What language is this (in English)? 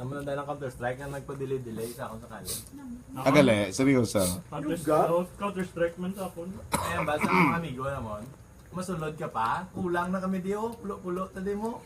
Hiligaynon